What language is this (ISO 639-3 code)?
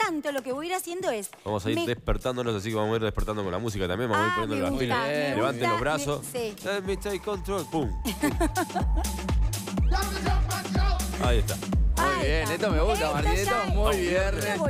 spa